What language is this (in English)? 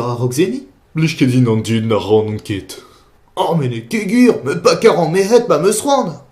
Breton